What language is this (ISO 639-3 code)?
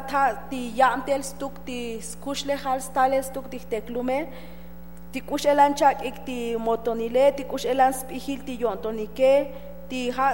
tzo